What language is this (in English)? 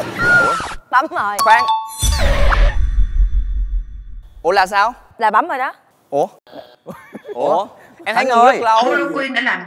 Vietnamese